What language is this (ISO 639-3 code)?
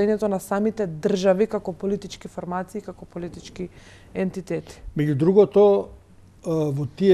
mkd